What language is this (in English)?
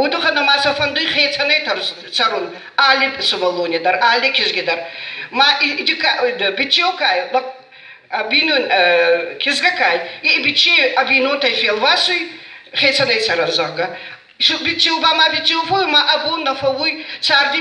Ossetic